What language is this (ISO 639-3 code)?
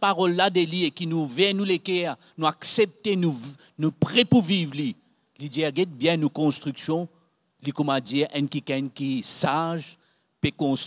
mfe